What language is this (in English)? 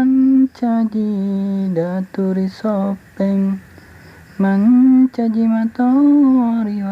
Buginese